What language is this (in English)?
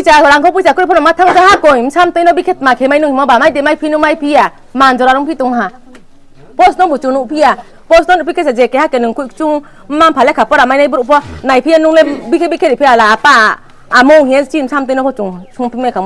Riang (India)